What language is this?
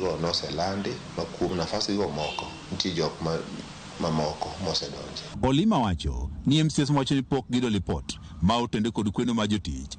Luo (Kenya and Tanzania)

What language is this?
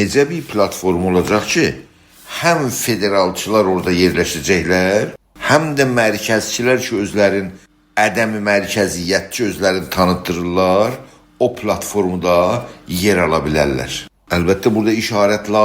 South Azerbaijani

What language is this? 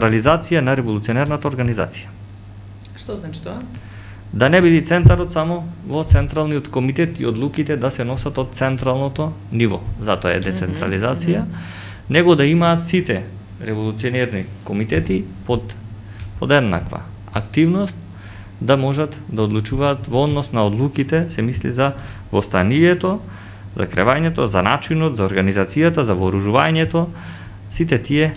Macedonian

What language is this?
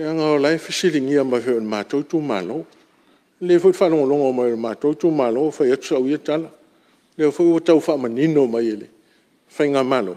Samoan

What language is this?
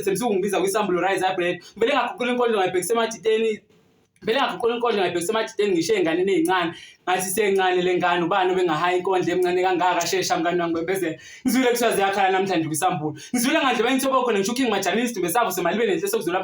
Zulu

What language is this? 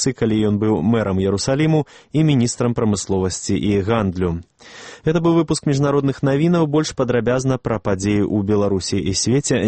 Belarusian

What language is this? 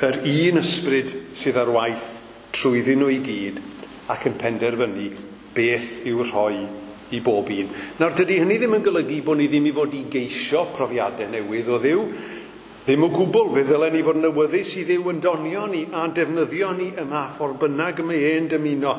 Welsh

